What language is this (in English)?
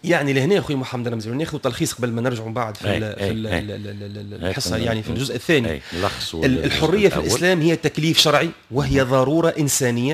Tunisian Arabic